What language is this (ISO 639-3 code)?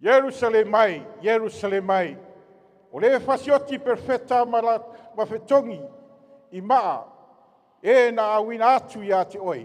smo